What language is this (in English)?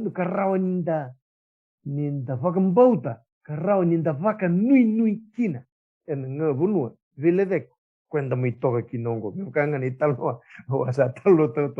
Fijian